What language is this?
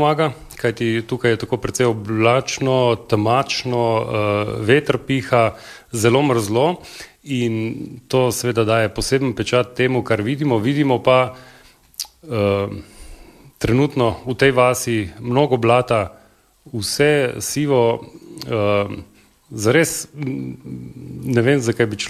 Slovenian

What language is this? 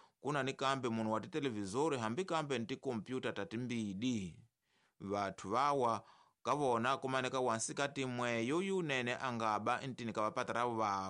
Tsonga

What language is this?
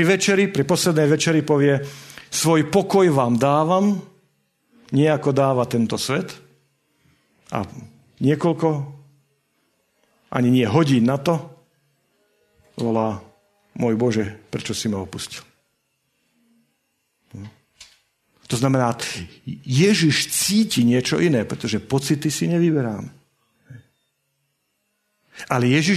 Slovak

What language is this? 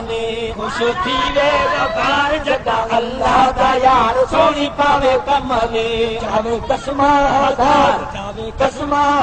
Saraiki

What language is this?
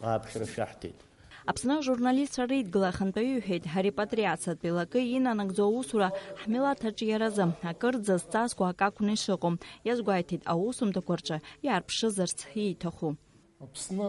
Abkhazian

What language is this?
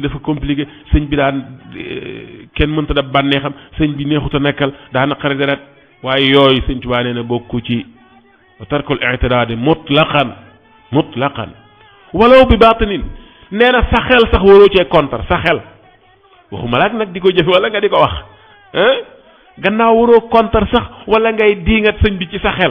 Wolof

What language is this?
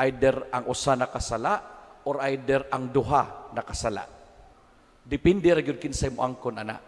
Cebuano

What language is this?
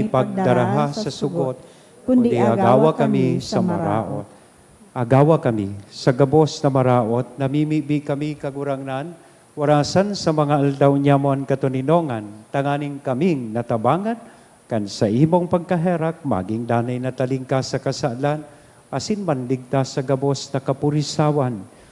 Bikol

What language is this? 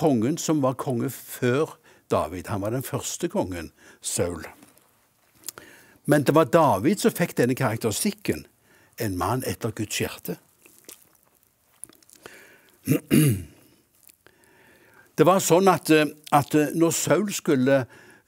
Norwegian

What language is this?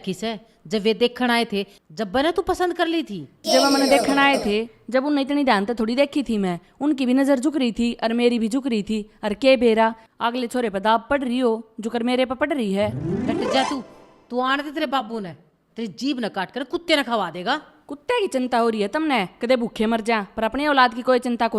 Haryanvi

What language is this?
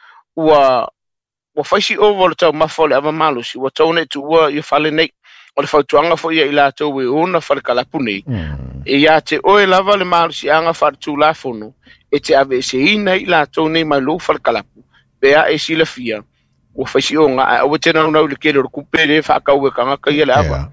Samoan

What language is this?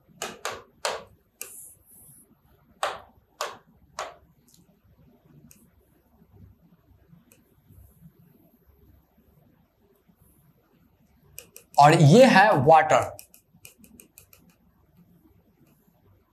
Hindi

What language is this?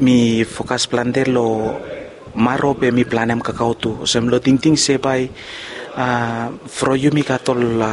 Bislama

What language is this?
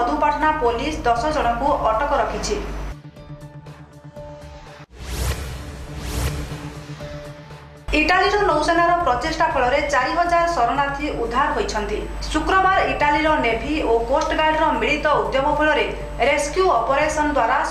Odia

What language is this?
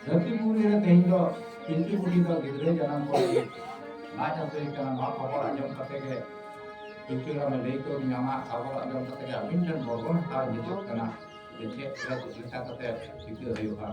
Santali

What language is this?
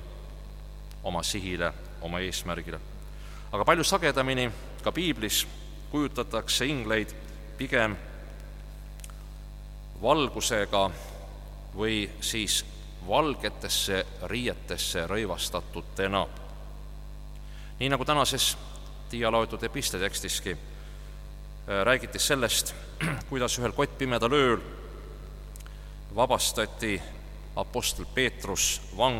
Estonian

